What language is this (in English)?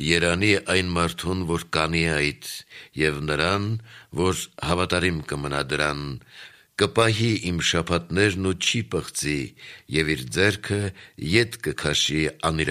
Armenian